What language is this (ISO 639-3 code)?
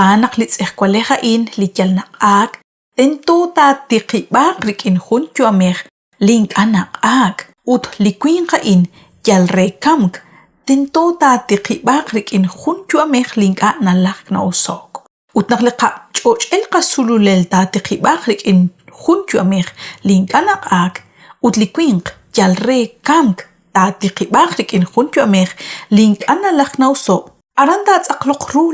kek